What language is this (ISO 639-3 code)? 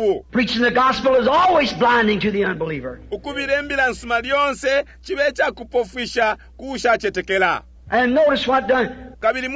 bem